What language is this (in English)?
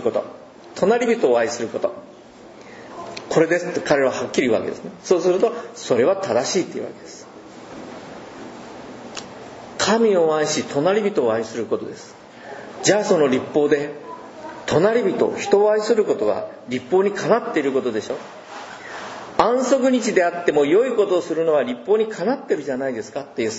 Japanese